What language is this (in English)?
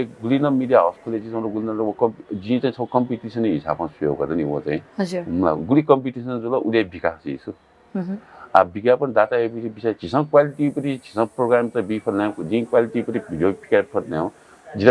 Newari